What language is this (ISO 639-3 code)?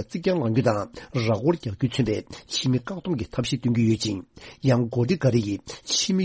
bod